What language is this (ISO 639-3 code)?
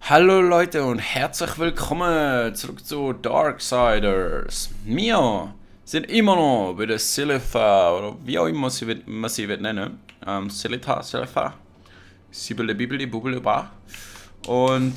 gsw